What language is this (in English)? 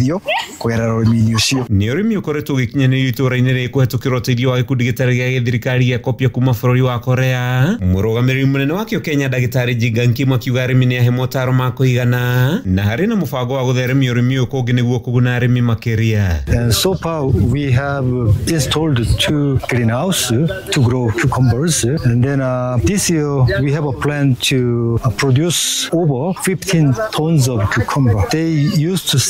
Kikuyu